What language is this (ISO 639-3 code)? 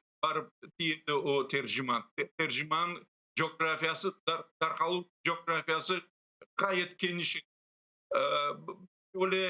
crh